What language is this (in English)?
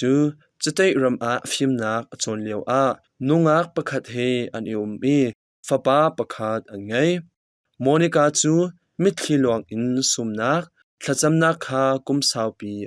Hakha Chin